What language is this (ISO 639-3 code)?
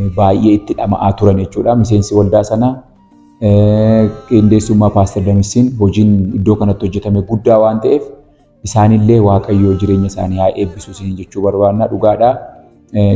orm